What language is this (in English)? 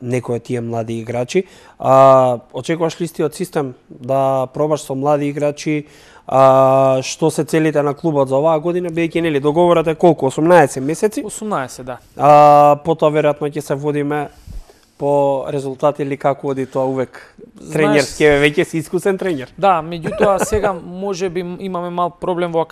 Macedonian